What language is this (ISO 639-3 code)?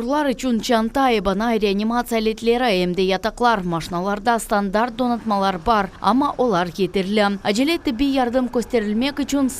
crh